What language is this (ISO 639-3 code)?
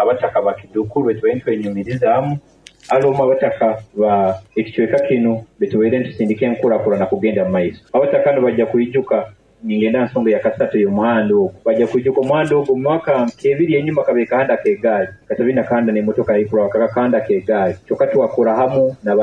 nyo